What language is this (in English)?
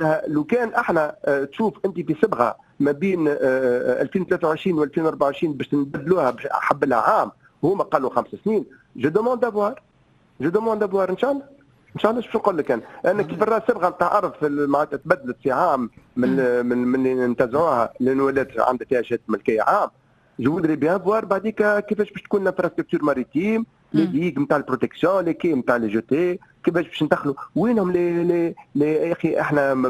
Tunisian Arabic